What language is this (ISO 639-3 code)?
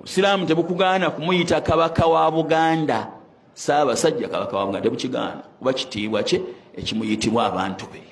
lug